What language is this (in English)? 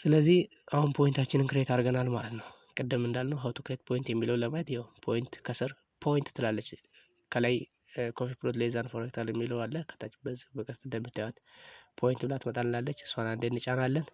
Amharic